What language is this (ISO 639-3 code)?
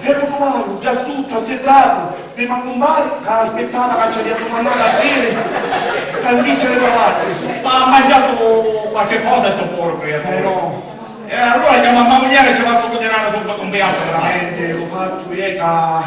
scn